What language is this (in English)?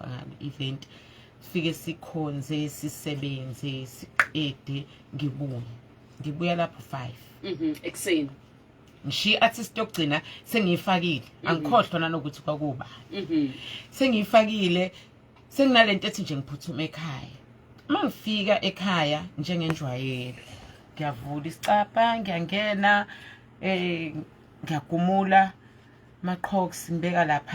Zulu